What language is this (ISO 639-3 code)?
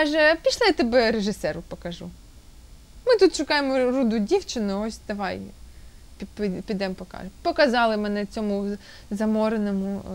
ukr